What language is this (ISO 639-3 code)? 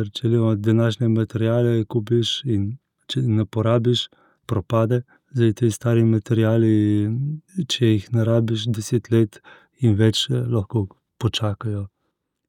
slv